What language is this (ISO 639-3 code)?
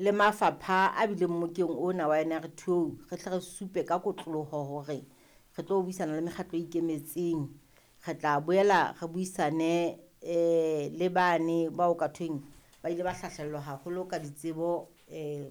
sot